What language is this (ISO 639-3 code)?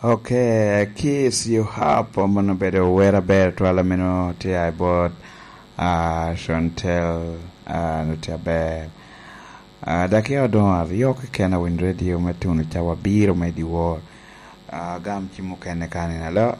laj